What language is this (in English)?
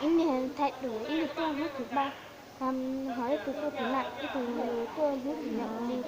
Hmong